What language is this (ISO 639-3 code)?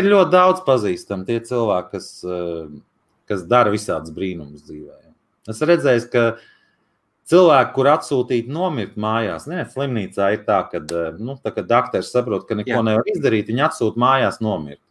lav